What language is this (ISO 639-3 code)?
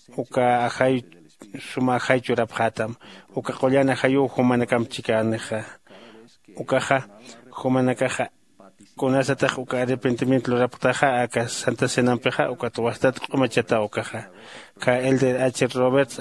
aym